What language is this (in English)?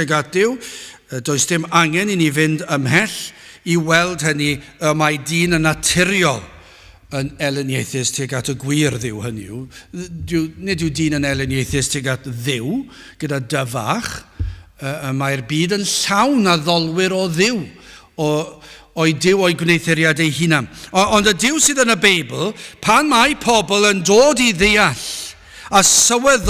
Welsh